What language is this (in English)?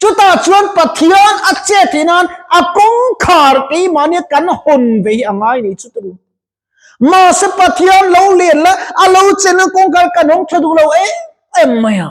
Mizo